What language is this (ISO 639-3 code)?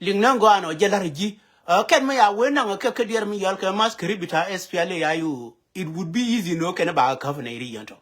nus